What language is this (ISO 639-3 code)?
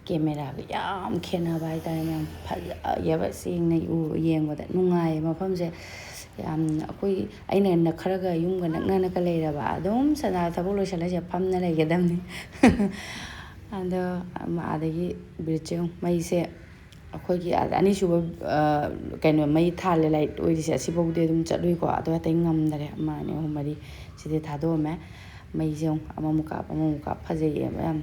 mni